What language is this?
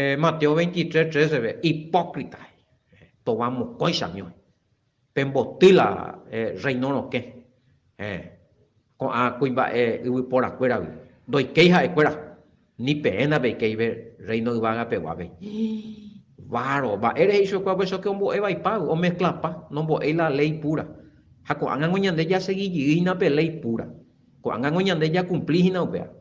Guarani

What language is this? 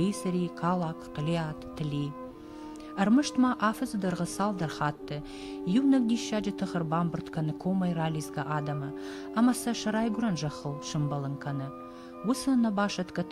Ossetic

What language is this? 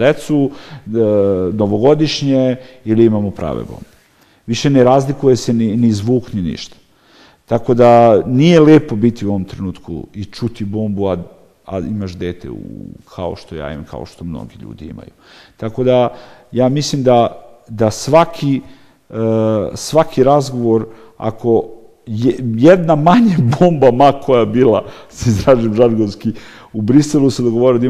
Serbian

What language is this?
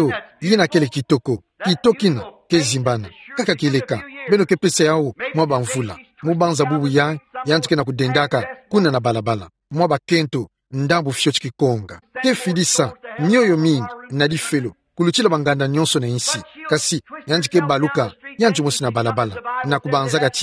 Kituba (Democratic Republic of Congo)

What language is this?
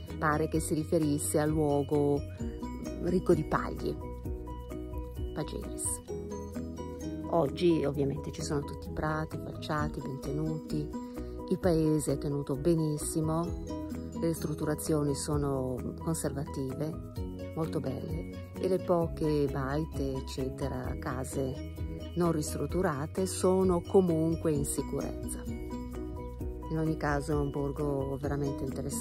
Italian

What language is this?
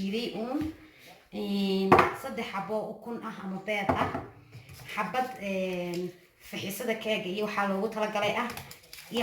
Somali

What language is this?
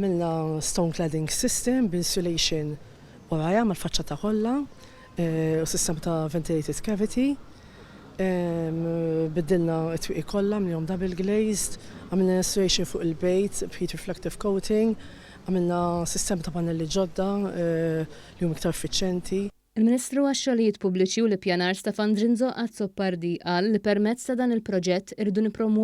Maltese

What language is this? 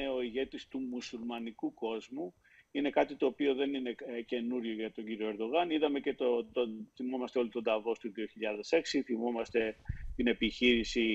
Greek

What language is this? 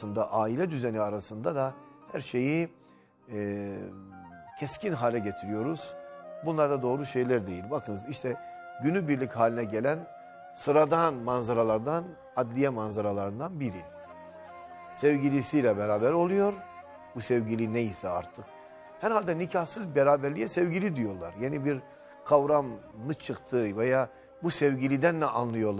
Turkish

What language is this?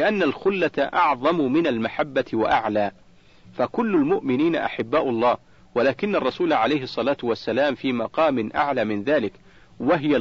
Arabic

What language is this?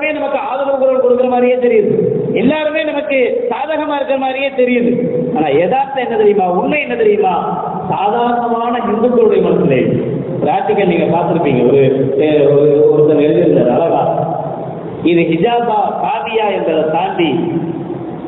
Tamil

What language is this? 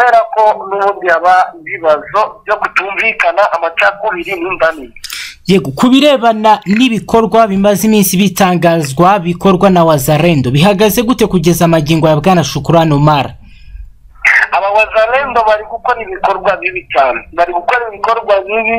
Kinyarwanda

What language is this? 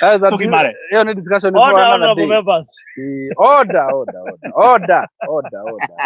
Kikuyu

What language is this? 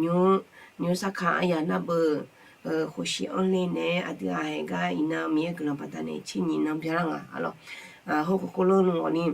Akha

